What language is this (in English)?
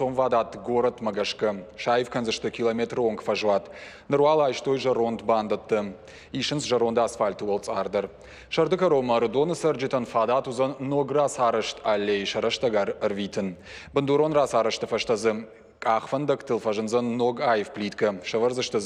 Ossetic